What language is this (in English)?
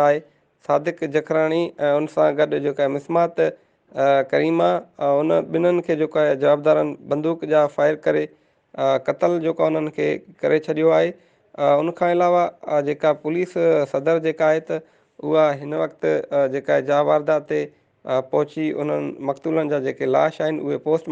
Sindhi